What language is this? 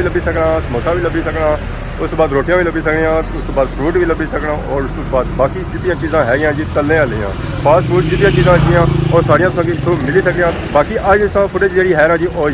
Pahari-Potwari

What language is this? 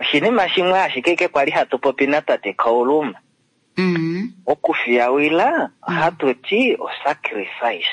Kuanyama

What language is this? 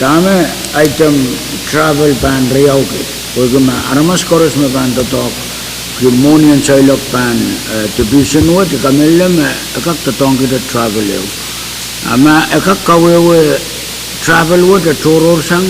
Pohnpeian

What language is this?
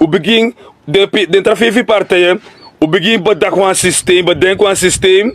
Sranan Tongo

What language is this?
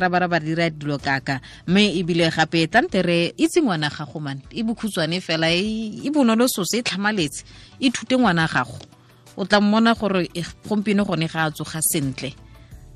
Tswana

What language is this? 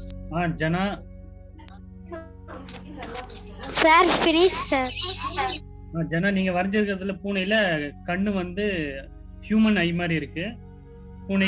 Tamil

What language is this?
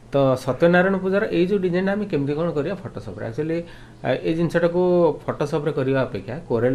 Odia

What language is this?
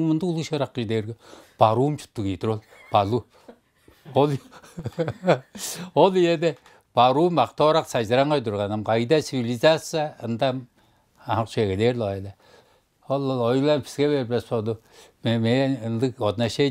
Tuvinian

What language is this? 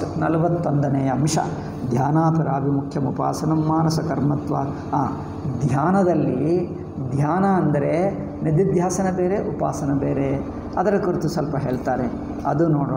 Kannada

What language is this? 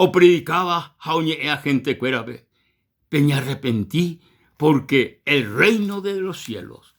Guarani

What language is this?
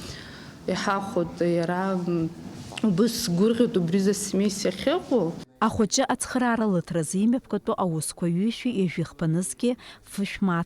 Abkhazian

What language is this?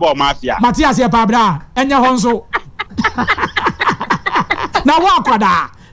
Akan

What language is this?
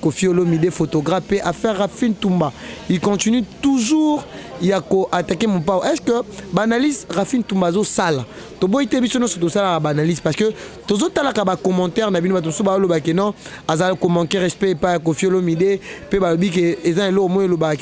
Lingala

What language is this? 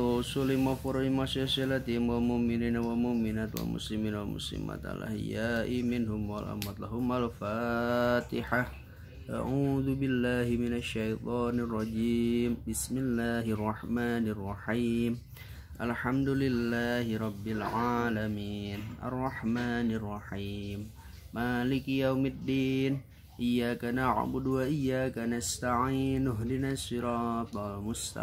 Sundanese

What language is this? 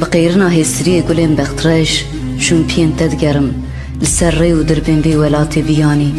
Kurdish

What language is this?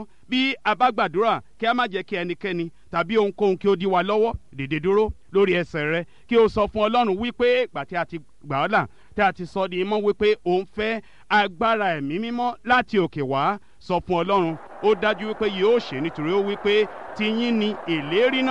Yoruba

